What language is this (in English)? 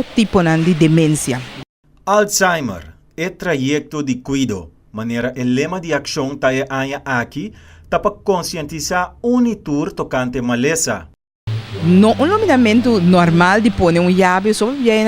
Papiamento